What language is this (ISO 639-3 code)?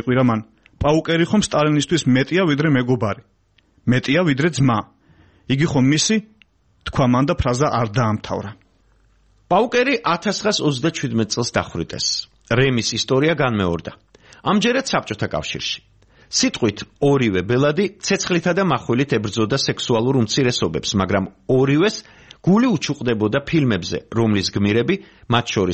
kat